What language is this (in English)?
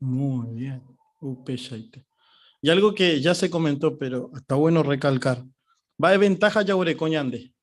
Guarani